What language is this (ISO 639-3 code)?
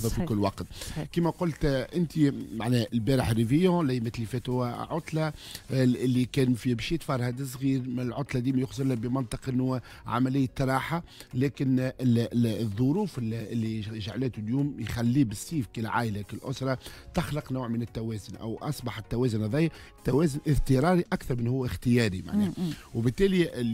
aeb